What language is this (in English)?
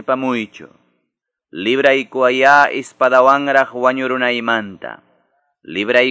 Quechua